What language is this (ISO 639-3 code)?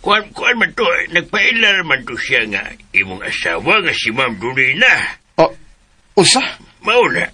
ceb